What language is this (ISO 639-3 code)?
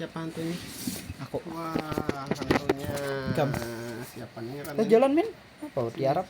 bjn